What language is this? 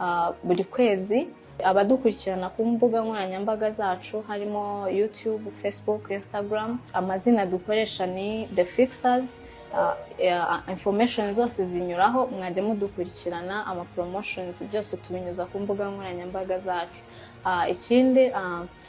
Kinyarwanda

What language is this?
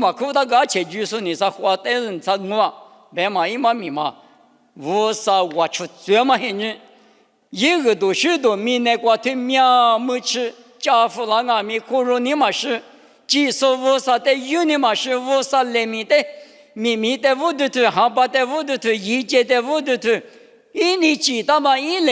Lisu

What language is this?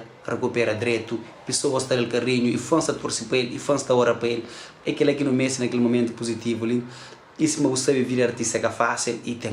Kabuverdianu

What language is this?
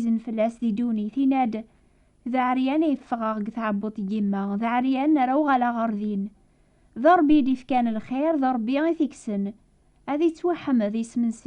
Kabyle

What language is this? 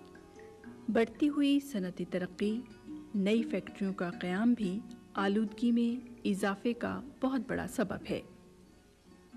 Urdu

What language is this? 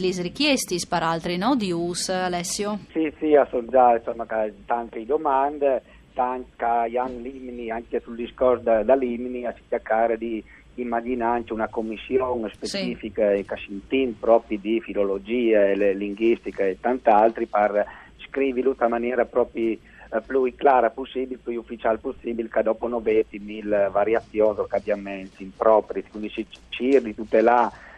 Friulian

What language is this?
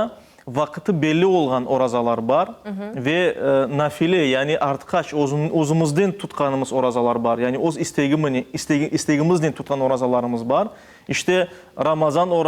Crimean Tatar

